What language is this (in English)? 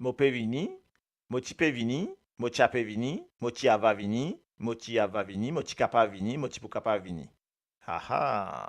Morisyen